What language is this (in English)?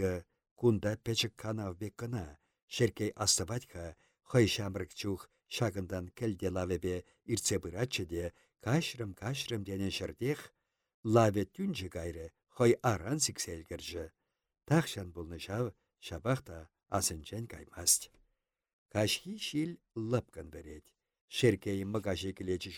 Chuvash